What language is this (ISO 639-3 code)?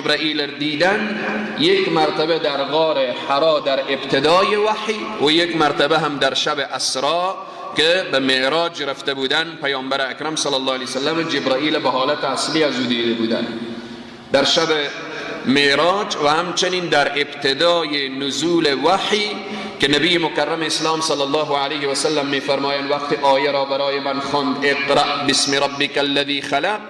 fas